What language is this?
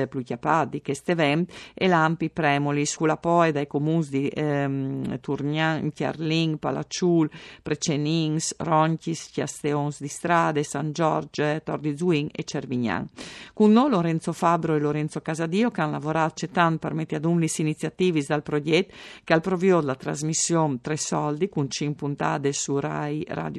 Friulian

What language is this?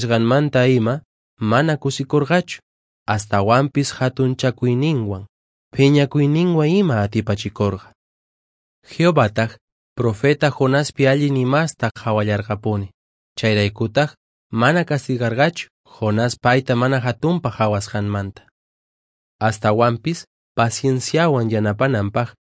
Quechua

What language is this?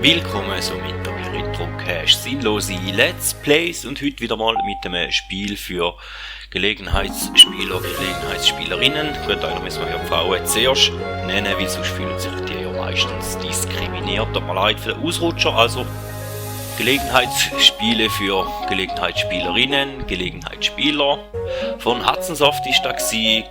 Swiss German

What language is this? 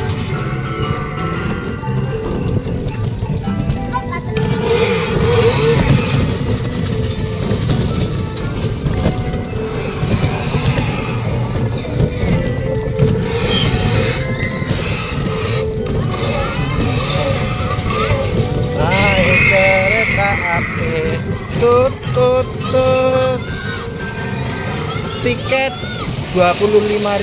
Indonesian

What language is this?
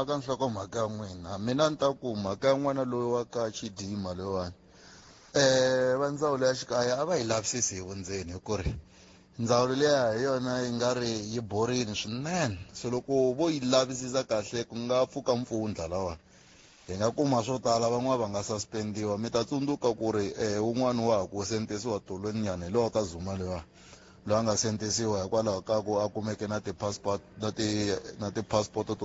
Tsonga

